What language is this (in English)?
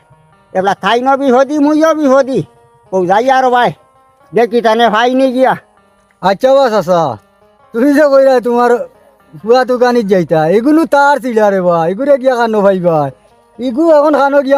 Sylheti